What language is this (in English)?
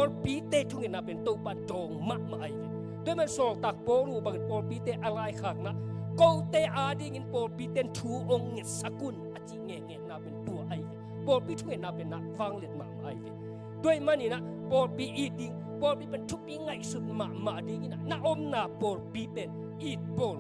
Tedim Chin